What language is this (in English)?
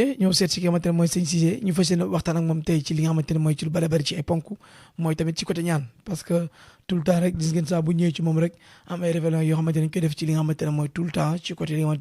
Wolof